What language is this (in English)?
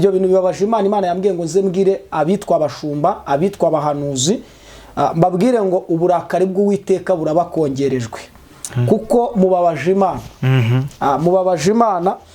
Kinyarwanda